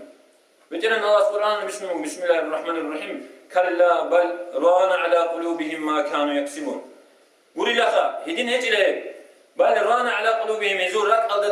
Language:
Avaric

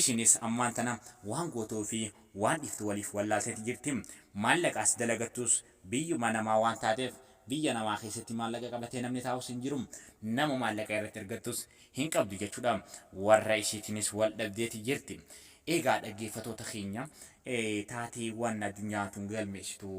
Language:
Oromo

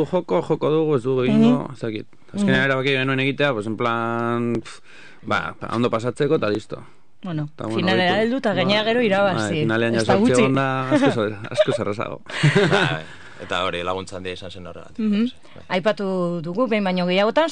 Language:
Basque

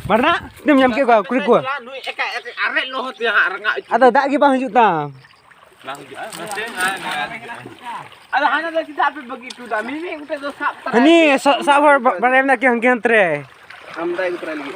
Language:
Santali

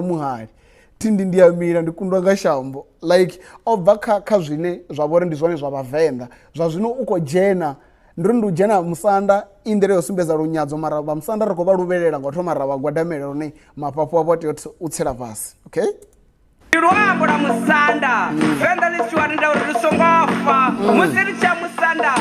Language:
Venda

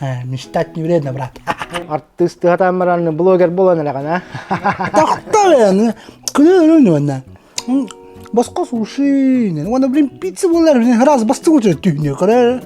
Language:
Yakut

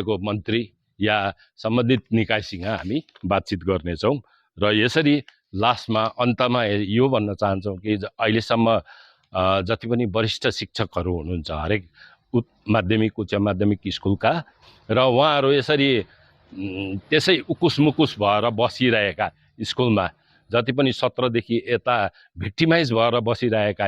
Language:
Nepali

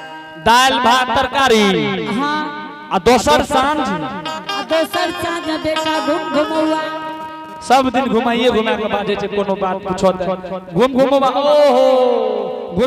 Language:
Angika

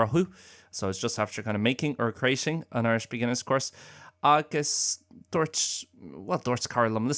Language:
Irish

